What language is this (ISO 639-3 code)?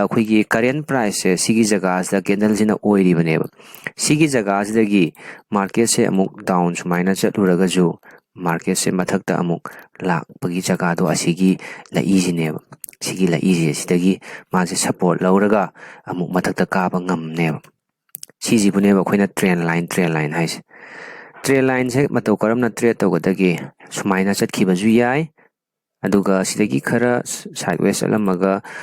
mni